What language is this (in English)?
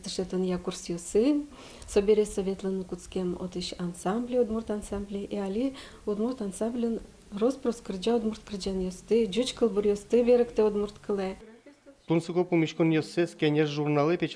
Udmurt